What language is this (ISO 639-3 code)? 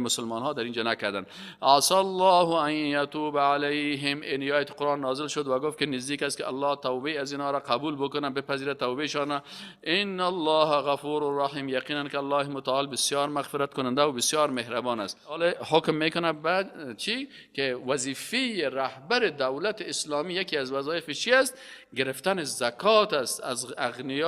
fas